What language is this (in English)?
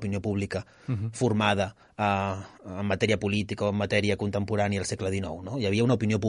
Catalan